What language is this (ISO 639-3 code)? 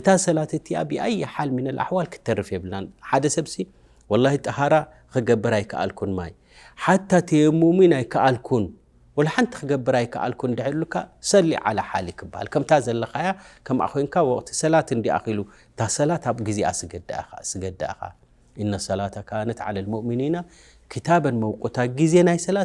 tir